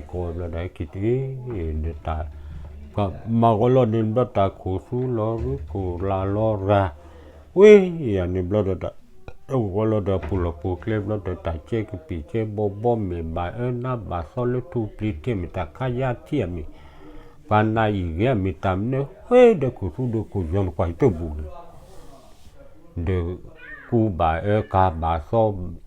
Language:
S'gaw Karen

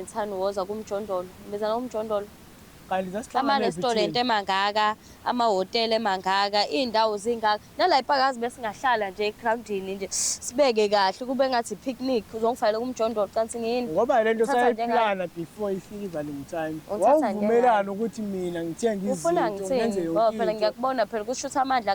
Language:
Zulu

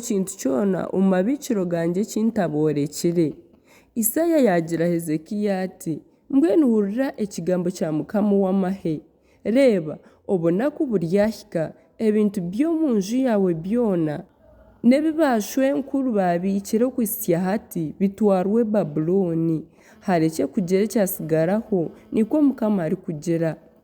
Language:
Nyankole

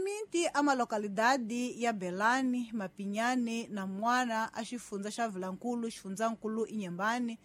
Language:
Tsonga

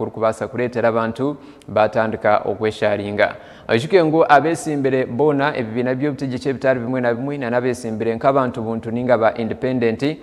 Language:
Nyankole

